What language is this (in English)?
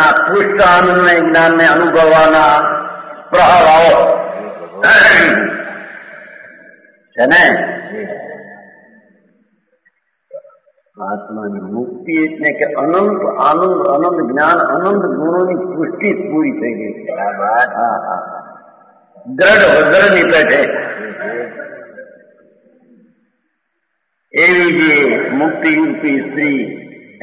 Gujarati